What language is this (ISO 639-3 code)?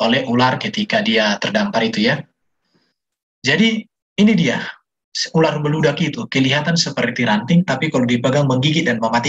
ind